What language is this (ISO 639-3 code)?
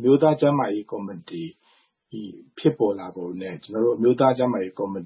mya